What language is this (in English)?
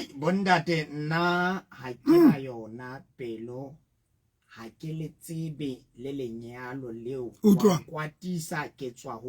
Southern Sotho